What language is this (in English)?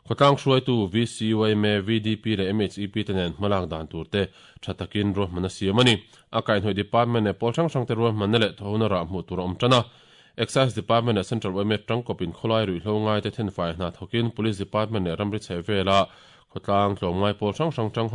Mizo